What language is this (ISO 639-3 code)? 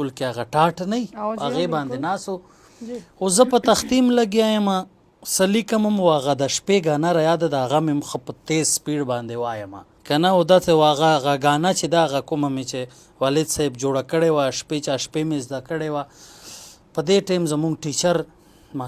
pus